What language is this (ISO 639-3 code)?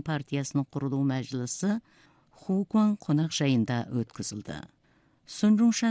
kaz